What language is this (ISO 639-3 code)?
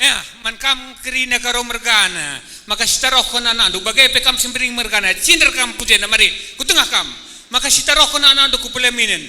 btx